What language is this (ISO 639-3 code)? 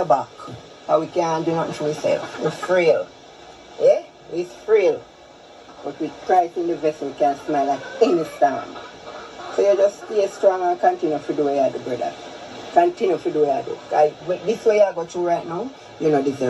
jam